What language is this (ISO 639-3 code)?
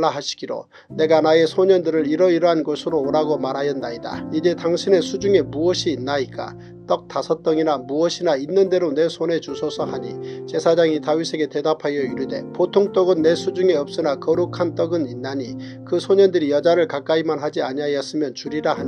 kor